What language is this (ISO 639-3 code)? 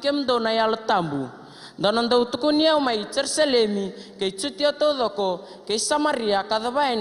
fij